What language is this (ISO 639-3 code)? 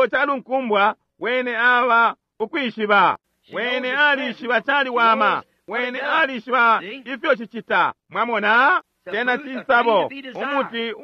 bem